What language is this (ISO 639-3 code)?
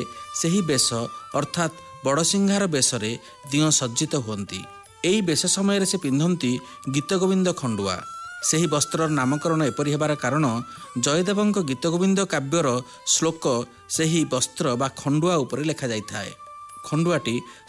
ori